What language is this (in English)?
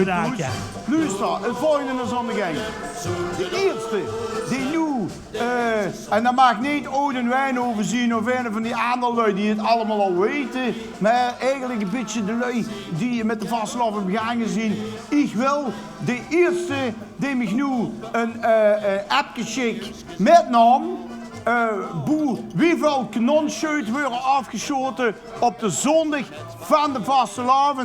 Limburgish